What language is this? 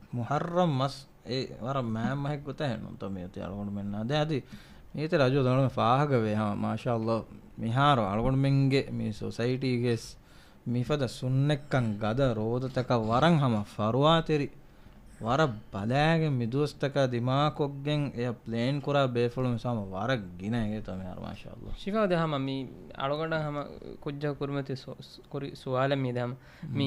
Divehi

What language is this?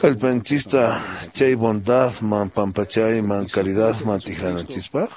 Quechua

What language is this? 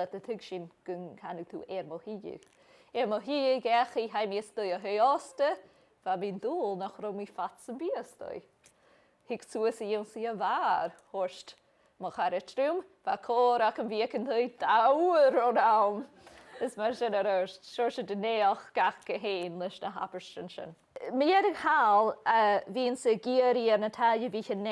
Scottish Gaelic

